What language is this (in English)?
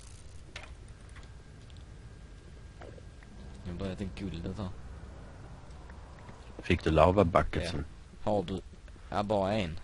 Swedish